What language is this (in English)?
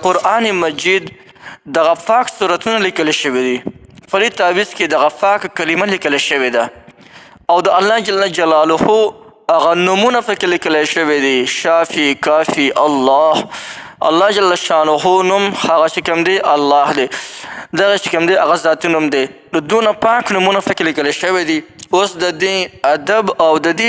Pashto